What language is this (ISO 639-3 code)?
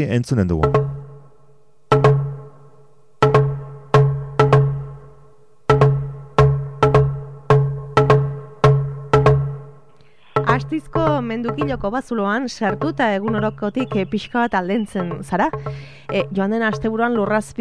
eus